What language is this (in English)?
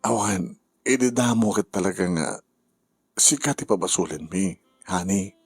Iloko